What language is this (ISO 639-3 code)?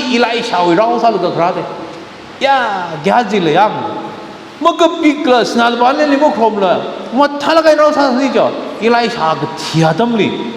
nmf